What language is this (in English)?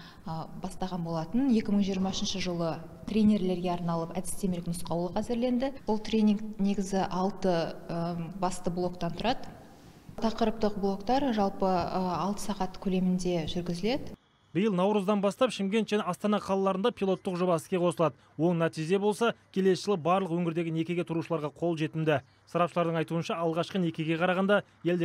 Kazakh